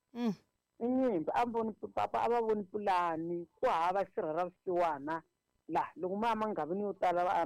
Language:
Tsonga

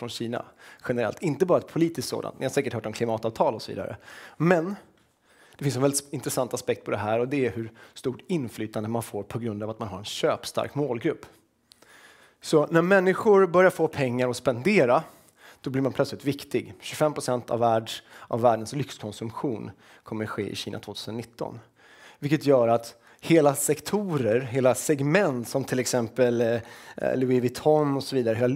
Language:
Swedish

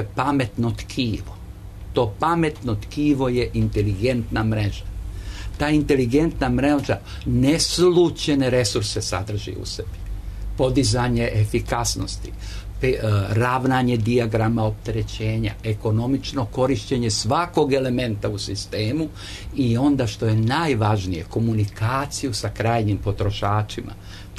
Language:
Serbian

